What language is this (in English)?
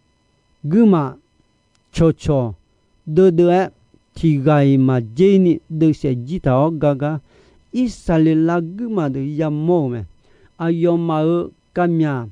Akha